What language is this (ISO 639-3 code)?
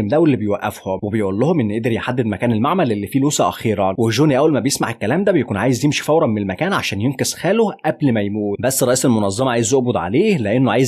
arz